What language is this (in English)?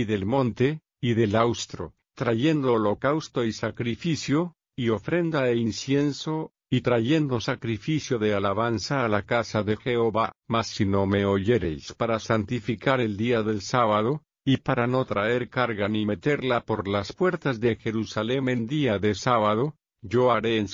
Spanish